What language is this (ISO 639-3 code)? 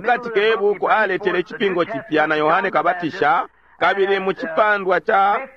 bem